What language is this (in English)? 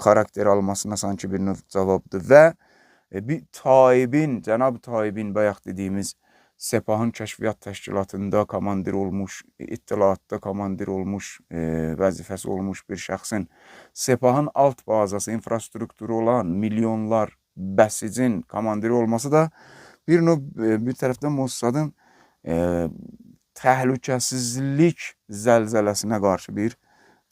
Azerbaijani